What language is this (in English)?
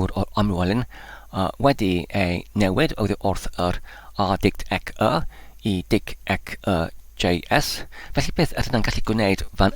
Welsh